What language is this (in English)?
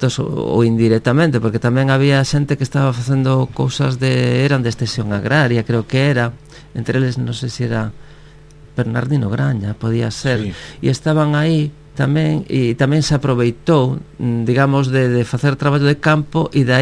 Galician